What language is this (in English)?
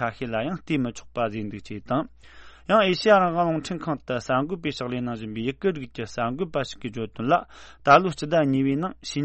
Tibetan